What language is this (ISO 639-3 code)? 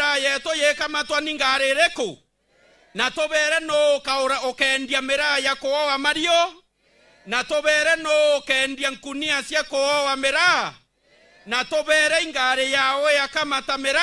mer